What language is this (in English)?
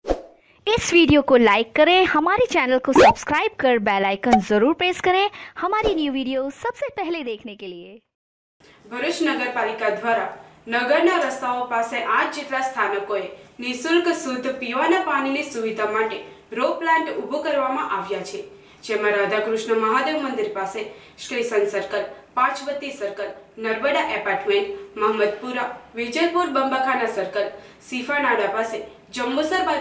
Gujarati